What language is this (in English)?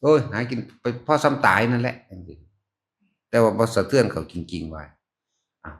Northeastern Thai